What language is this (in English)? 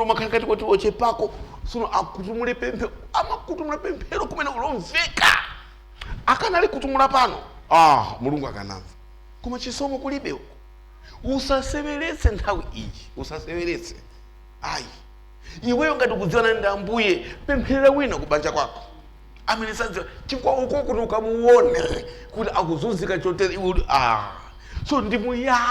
Nyanja